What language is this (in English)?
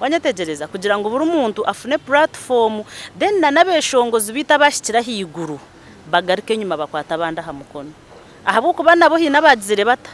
Nyankole